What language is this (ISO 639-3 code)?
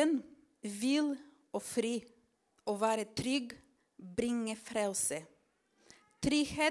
nor